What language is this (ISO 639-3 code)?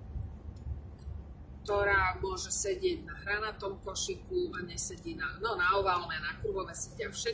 slk